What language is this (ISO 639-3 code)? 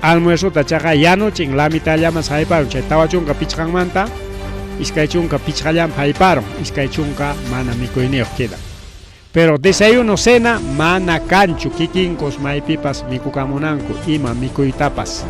quy